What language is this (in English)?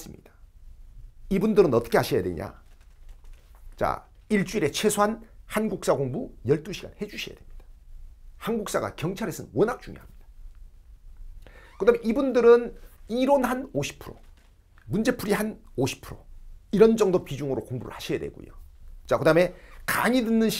Korean